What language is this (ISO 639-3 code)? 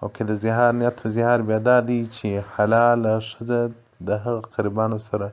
pus